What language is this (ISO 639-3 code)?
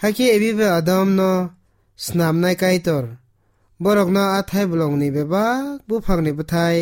trp